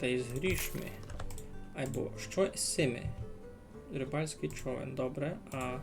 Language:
Rusyn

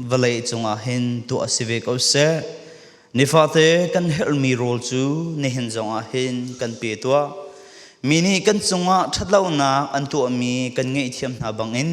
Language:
Falam Chin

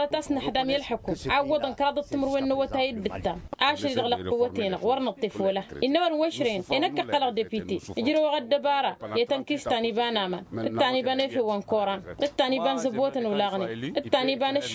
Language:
Tamasheq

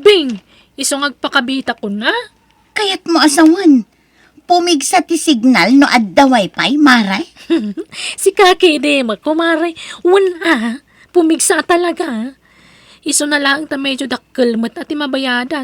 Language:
Iloko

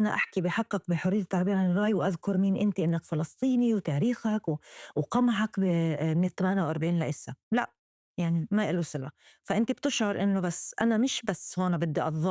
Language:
North Levantine Arabic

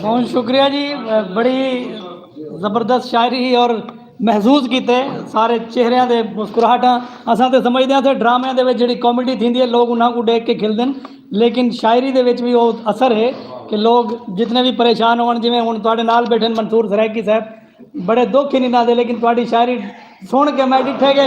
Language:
Saraiki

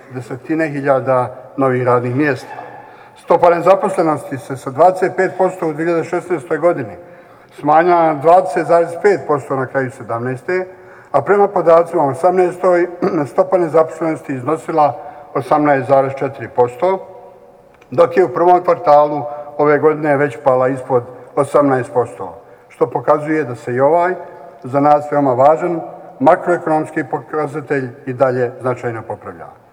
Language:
Bosnian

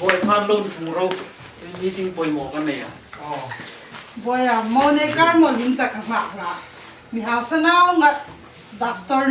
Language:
Hmar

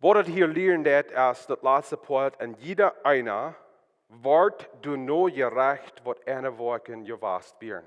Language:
Plautdietsch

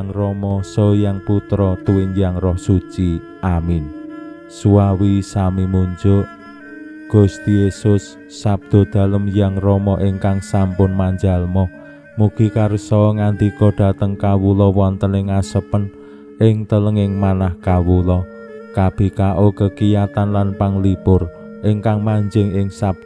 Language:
Javanese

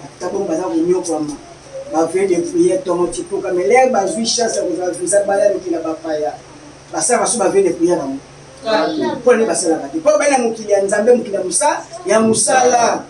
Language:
Lingala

